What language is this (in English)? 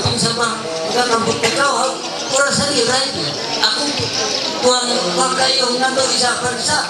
Ma'anyan